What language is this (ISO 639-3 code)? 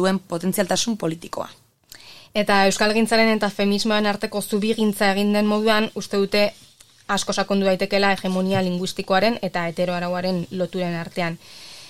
eus